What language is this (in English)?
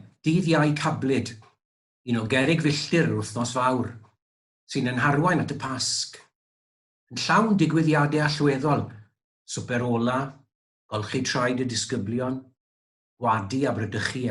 Welsh